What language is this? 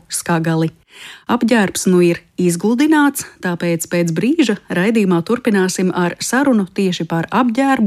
Latvian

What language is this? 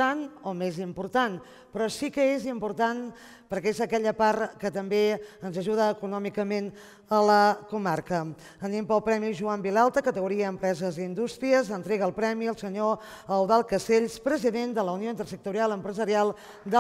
Catalan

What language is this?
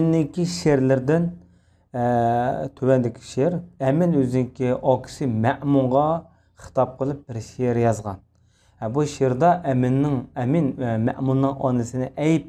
Uyghur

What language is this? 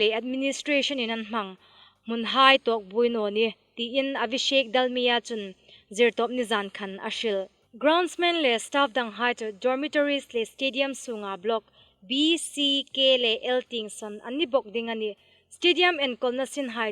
Hmar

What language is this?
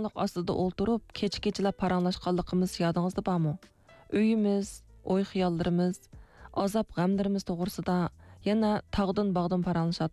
Uyghur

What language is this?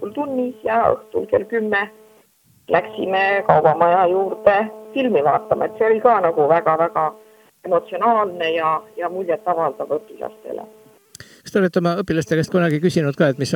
Estonian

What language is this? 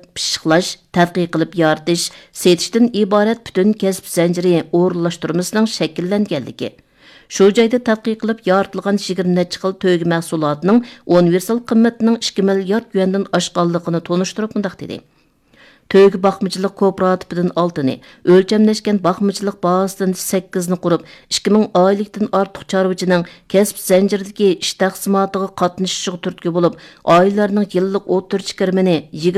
Uyghur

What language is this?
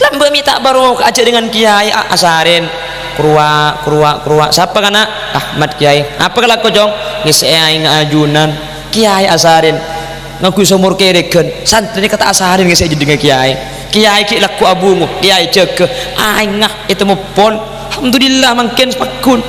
Madurese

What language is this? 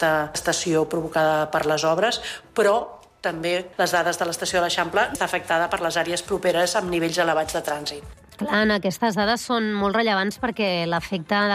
Catalan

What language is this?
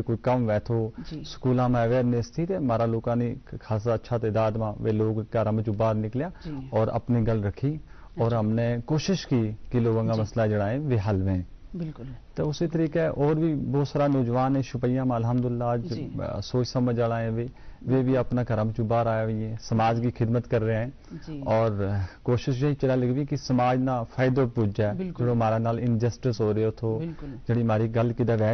Gujari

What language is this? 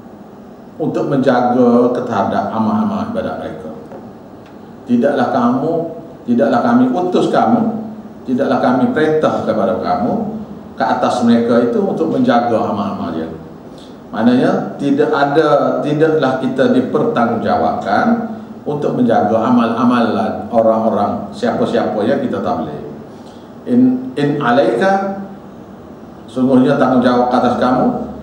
Malay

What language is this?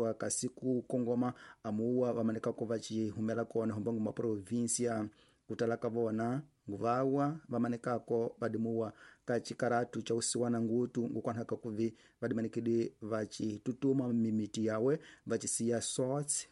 Tsonga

